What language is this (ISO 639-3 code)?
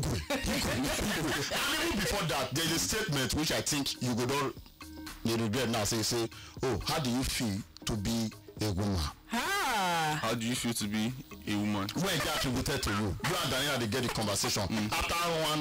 pcm